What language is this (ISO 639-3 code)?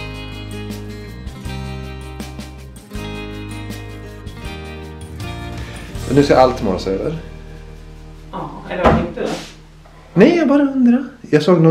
swe